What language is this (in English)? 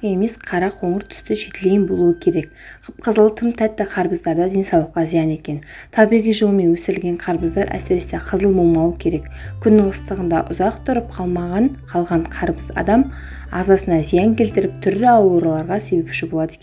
Kazakh